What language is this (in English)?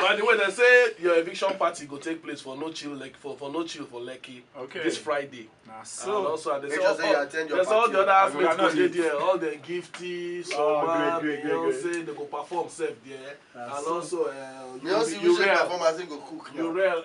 Nigerian Pidgin